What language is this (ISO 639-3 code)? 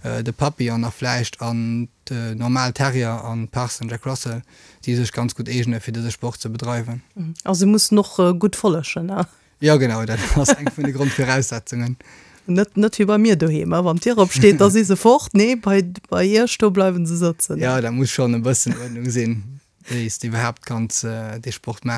ltz